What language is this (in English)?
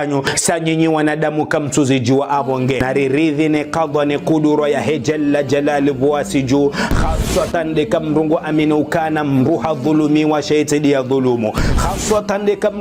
Ngazidja Comorian